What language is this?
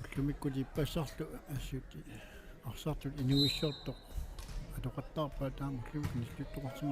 Kalaallisut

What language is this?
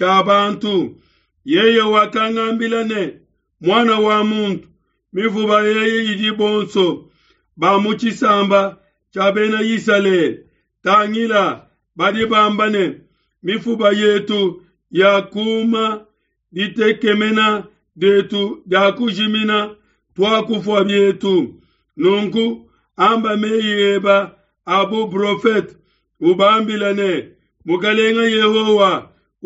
Luba-Lulua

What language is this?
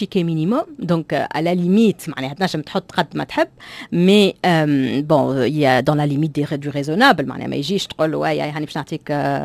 Tunisian Arabic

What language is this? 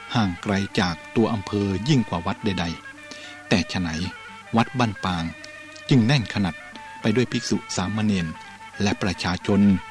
Thai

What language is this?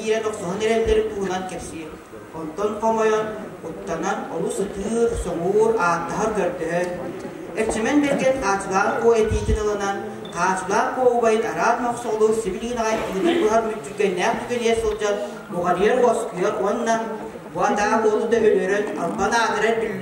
Yakut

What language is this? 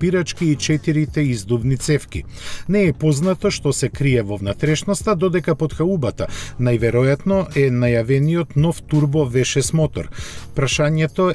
Macedonian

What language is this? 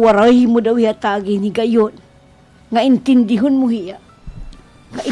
Waray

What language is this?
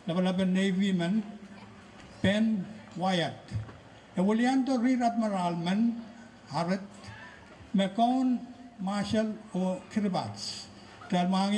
Pohnpeian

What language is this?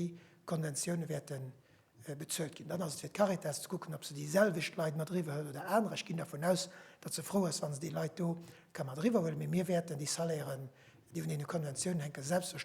Luxembourgish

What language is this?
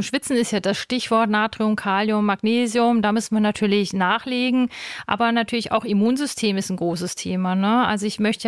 German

